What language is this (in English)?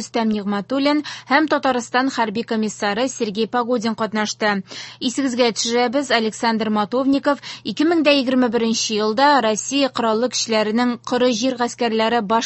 Tatar